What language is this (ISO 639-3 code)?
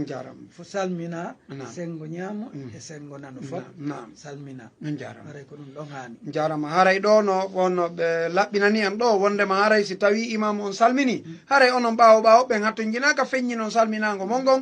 ful